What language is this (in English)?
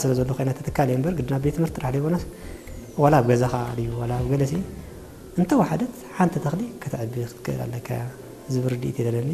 Tigrinya